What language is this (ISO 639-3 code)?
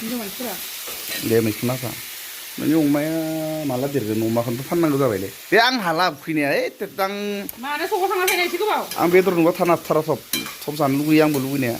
brx